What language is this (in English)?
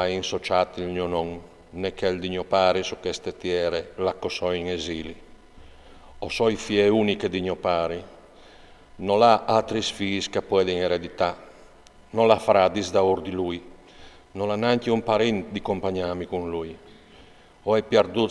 Friulian